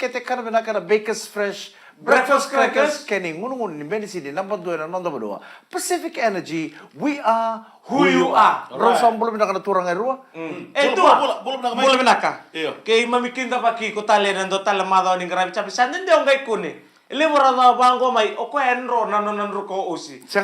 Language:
Fijian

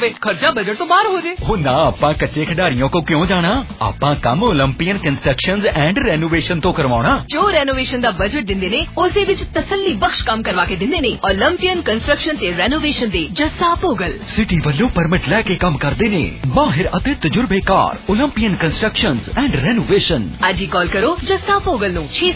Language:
Punjabi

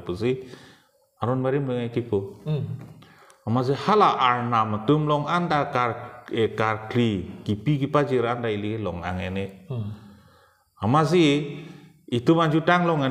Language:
Karbi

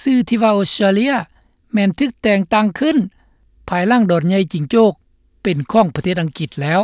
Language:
Lao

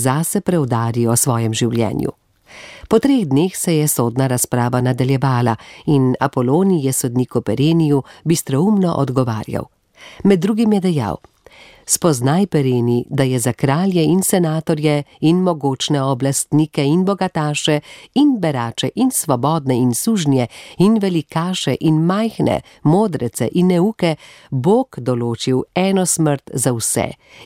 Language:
Slovenian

